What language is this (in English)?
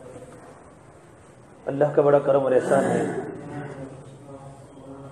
Urdu